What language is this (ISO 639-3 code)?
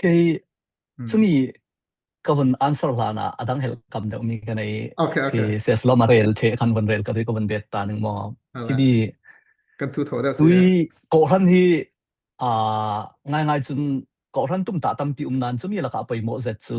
cfm